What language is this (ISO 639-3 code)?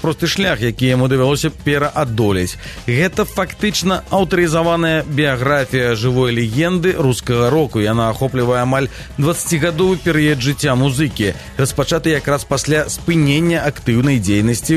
bel